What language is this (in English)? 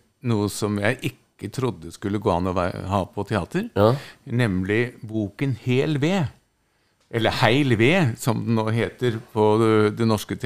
Norwegian